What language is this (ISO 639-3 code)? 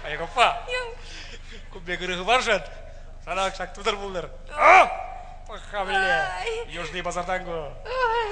chv